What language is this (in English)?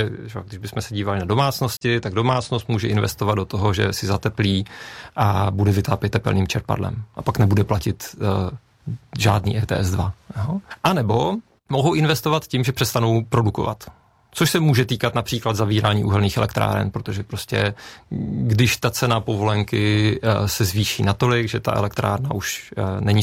Czech